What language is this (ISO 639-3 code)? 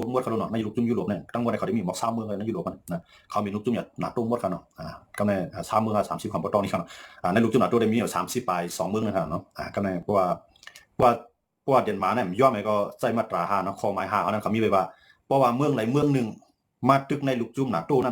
shn